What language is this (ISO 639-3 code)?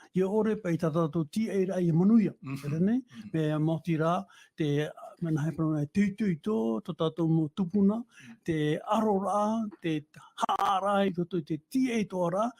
tah